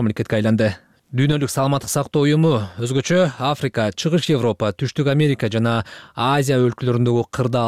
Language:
Kyrgyz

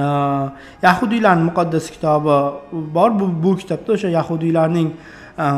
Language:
Uzbek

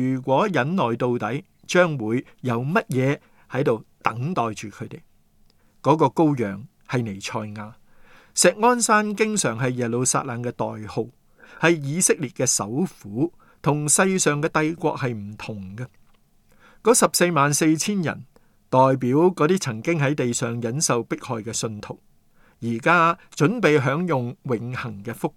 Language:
Cantonese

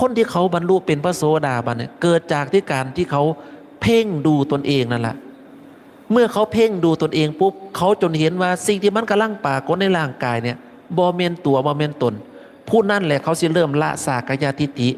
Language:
Northeastern Thai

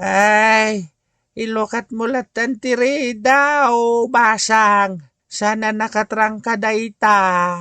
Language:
Iloko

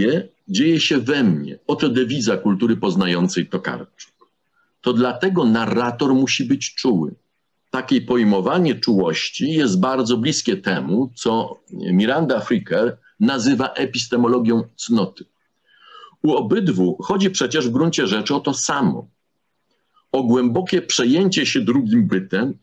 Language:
Polish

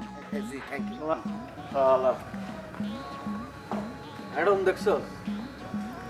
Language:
Bangla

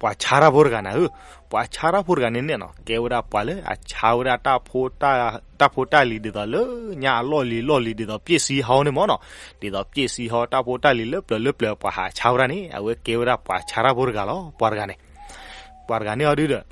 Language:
S'gaw Karen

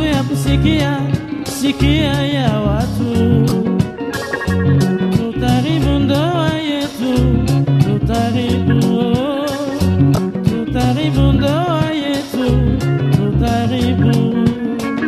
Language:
Swahili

